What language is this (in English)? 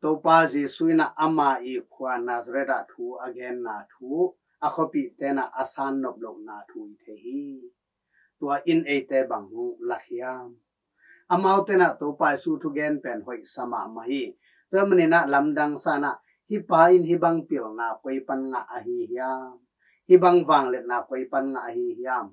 Tedim Chin